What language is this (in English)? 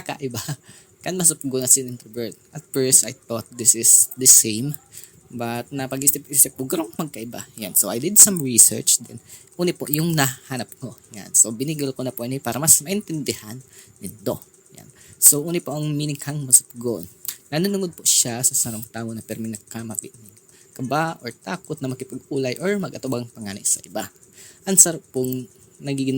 Bikol